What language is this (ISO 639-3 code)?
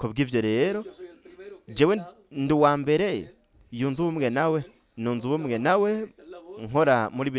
run